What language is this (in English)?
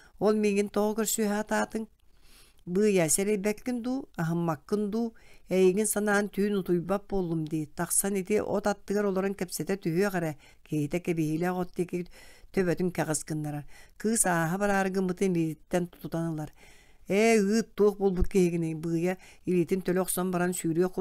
Yakut